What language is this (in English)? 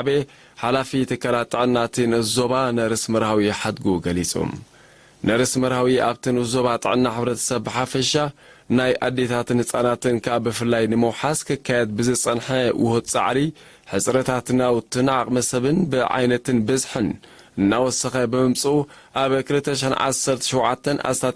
Tigrinya